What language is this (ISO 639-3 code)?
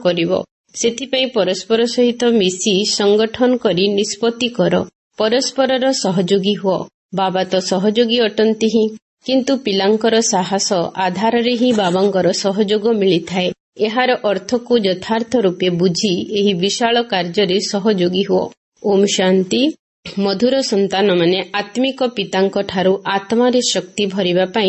ori